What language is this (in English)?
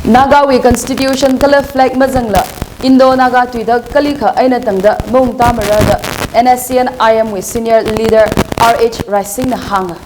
Tangkhul Naga (India)